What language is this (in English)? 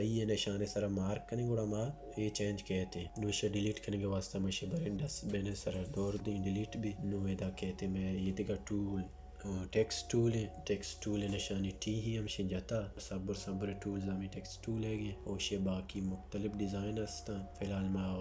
Baluchi